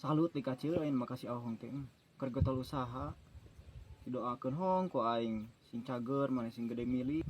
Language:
Sundanese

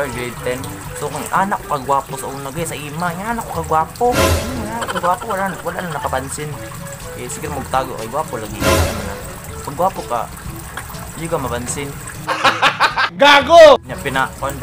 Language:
Cebuano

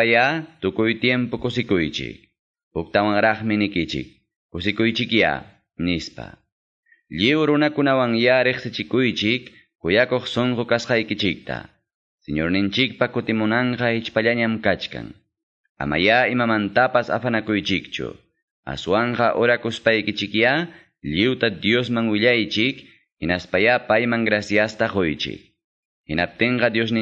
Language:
Quechua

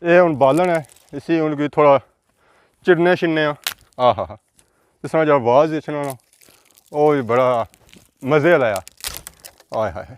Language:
Pahari-Potwari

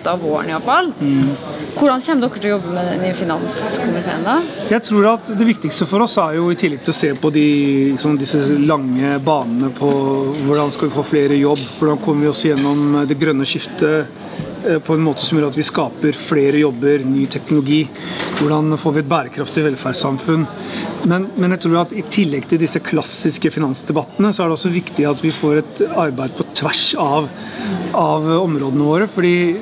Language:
Norwegian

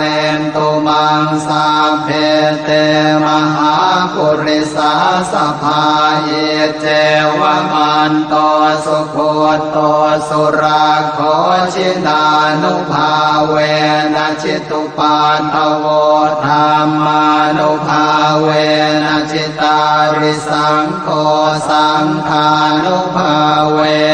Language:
Pali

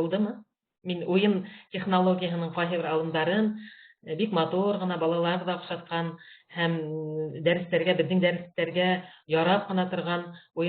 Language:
Bashkir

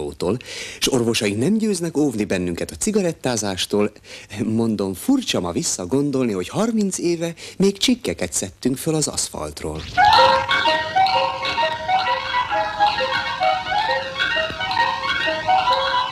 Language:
Hungarian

